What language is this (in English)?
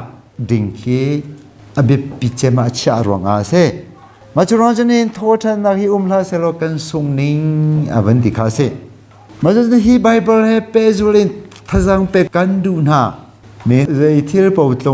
Hakha Chin